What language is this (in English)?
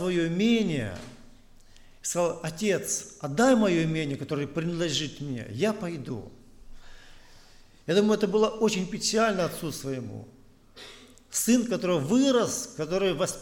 Russian